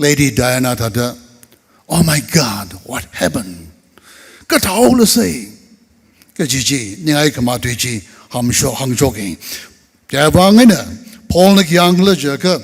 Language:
Tangkhul Naga (India)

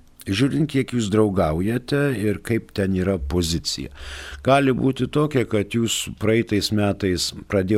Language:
Lithuanian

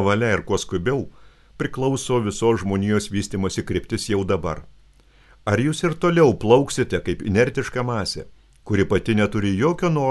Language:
Lithuanian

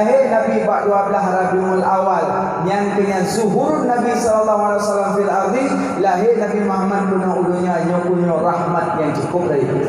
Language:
Achinese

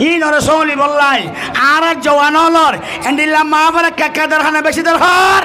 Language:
Rohingya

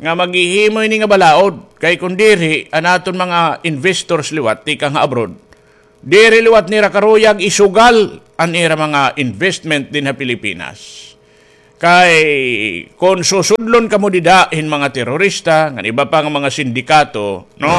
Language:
Waray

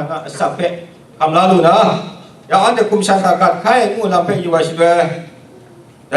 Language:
Kachin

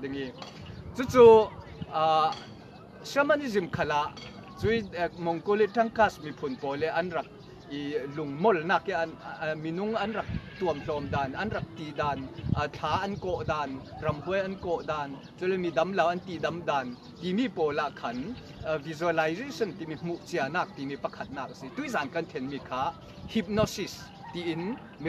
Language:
Falam Chin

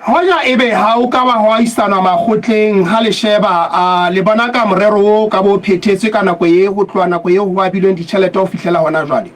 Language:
Southern Sotho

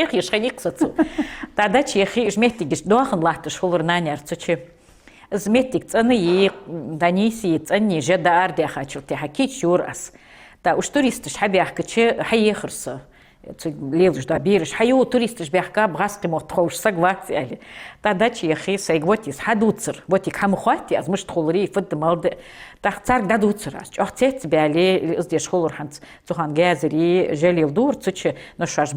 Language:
Ingush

